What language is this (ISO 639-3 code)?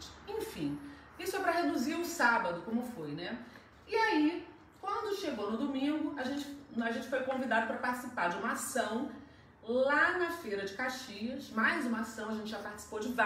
por